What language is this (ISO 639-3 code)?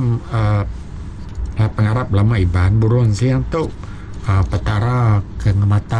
iba